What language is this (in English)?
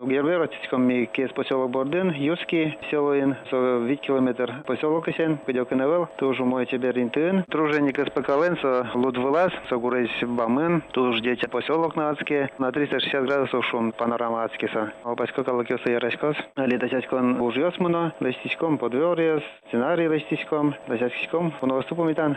Udmurt